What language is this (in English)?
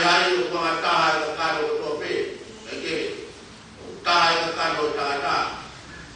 Tongan